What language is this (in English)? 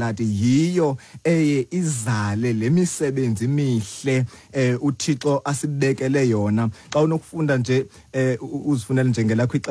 Xhosa